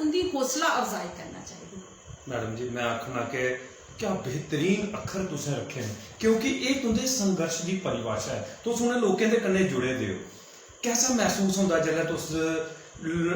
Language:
Dogri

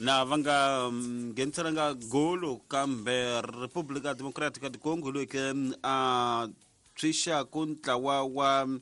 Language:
Tsonga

